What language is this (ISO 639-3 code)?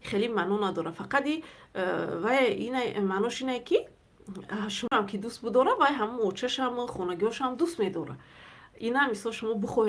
tgk